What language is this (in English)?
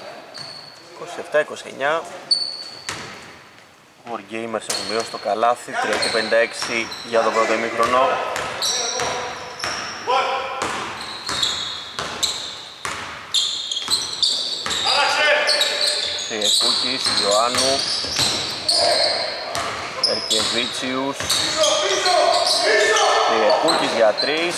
Greek